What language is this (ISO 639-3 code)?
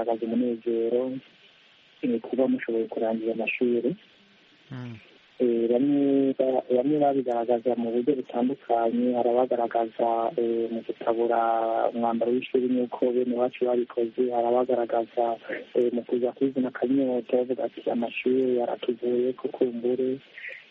kin